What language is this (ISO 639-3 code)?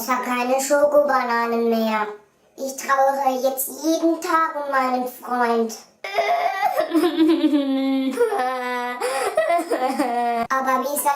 gsw